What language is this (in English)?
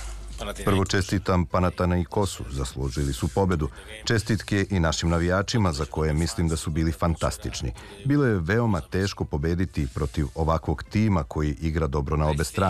Serbian